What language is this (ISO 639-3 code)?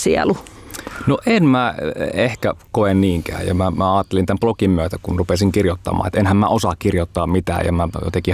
fin